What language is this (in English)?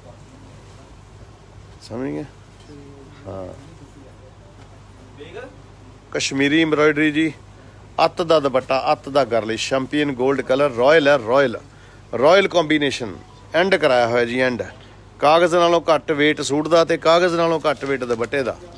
Punjabi